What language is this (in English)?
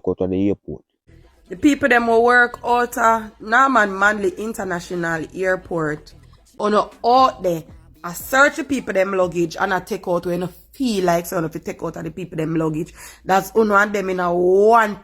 Jamaican Creole English